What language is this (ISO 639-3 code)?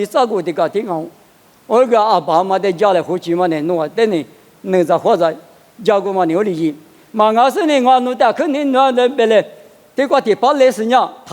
lis